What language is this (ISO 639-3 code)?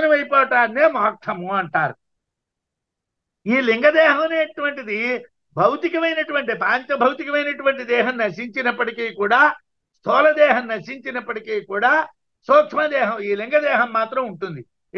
tel